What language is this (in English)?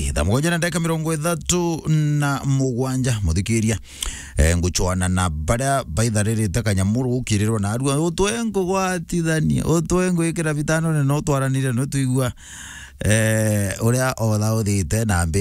Meru